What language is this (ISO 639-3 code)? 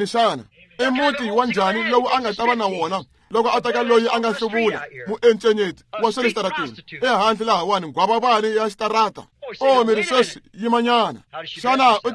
tso